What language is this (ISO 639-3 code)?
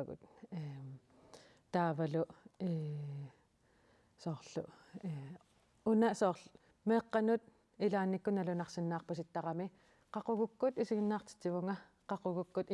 kal